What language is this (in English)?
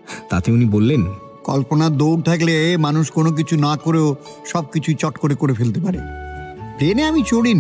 Bangla